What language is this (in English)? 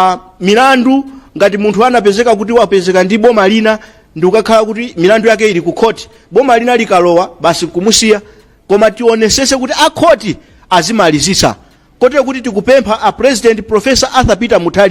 Nyanja